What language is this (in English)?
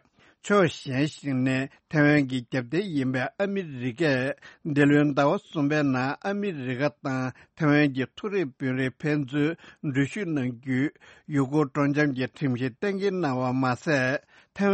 Tibetan